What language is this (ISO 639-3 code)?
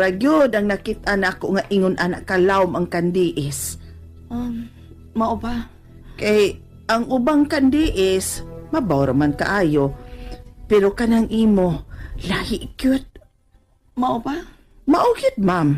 ceb